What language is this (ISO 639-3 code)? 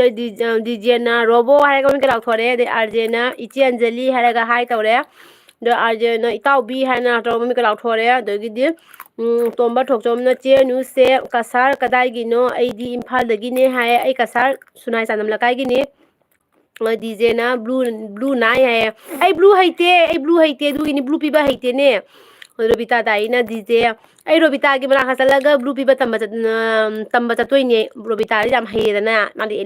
mni